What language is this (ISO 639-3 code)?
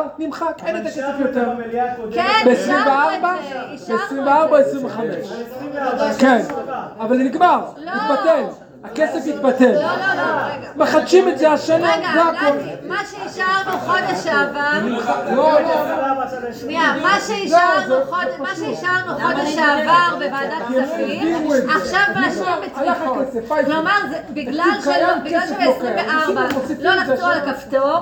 heb